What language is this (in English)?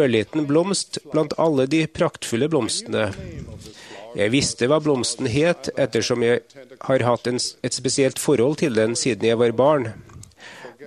Norwegian